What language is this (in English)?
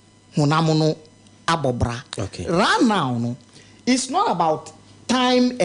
Akan